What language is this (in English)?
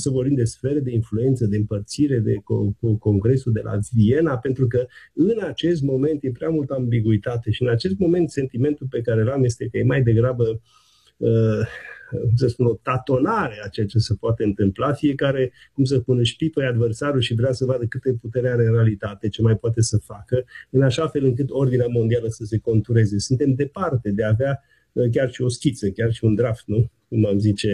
Romanian